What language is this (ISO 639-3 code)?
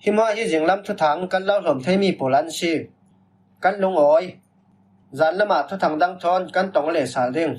cfm